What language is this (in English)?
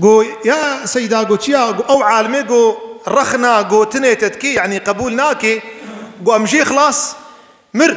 Kurdish